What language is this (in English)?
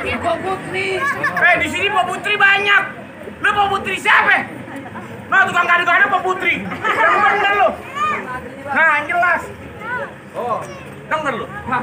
Betawi